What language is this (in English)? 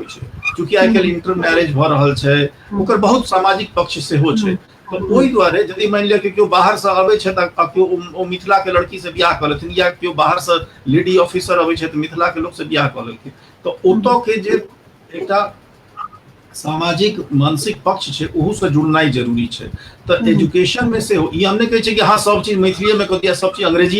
Maithili